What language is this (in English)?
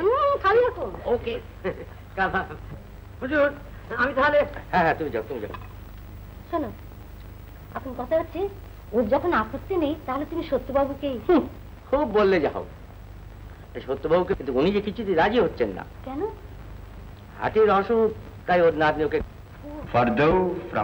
Bangla